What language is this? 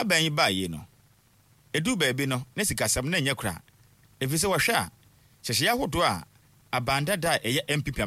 Akan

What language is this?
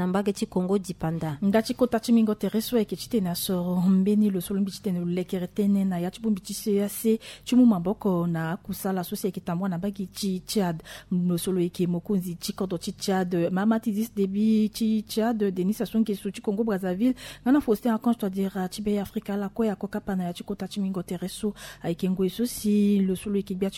Sango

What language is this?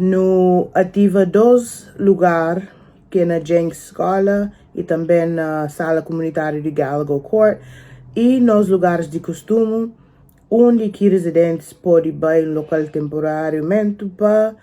Kabuverdianu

